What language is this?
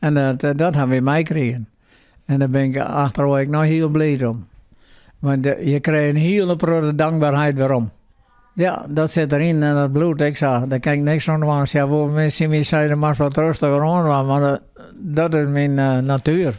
Western Frisian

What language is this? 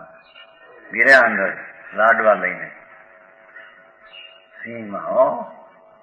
Gujarati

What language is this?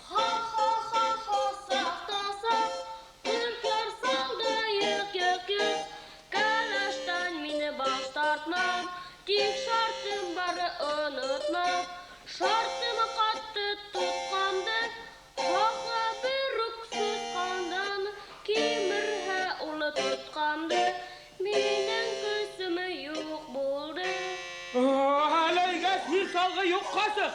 Bashkir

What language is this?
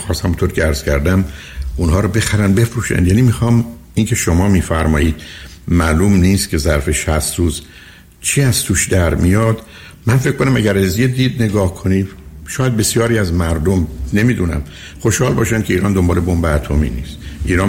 Persian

